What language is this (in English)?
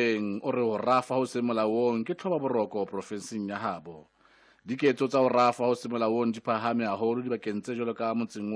Southern Sotho